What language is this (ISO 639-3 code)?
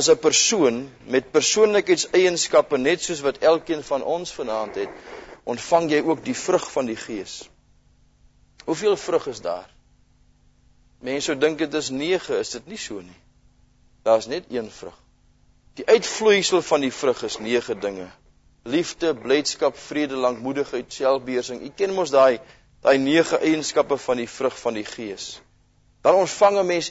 afr